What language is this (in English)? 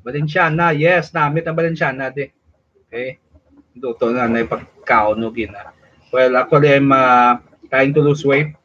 Hiligaynon